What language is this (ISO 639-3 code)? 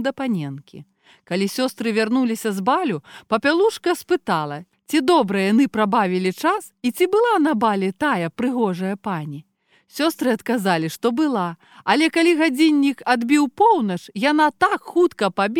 bel